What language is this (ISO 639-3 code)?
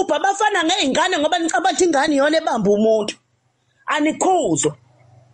zul